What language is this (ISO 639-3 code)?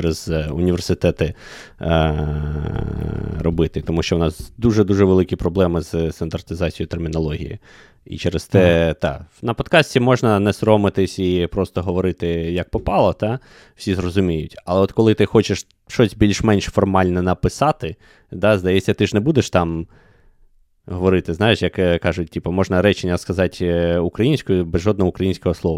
ukr